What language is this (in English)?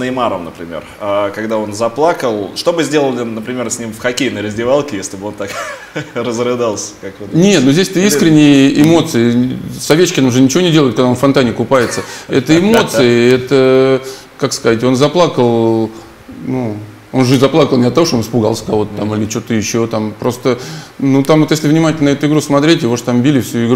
Russian